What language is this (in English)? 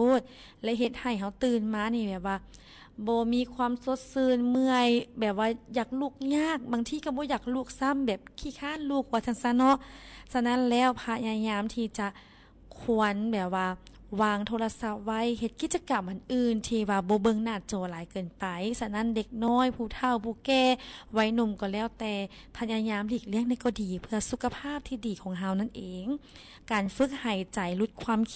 Lao